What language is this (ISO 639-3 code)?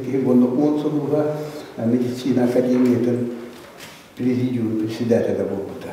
sah